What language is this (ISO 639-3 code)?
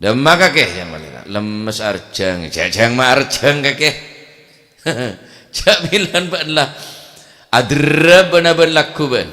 mad